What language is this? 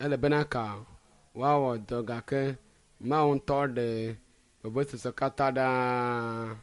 Ewe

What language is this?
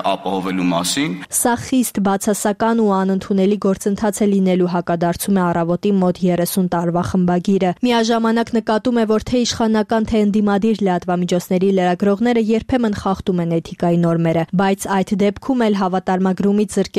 Armenian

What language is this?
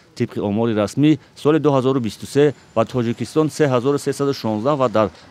Tajik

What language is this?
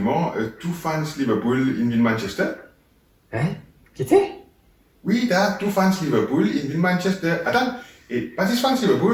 Morisyen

